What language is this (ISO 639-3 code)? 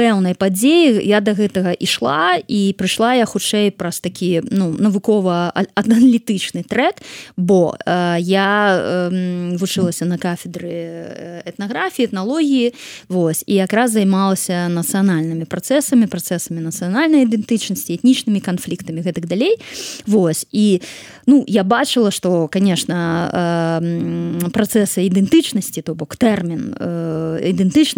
bel